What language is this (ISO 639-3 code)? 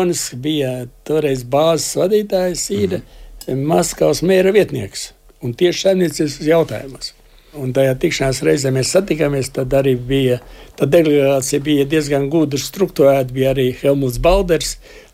lav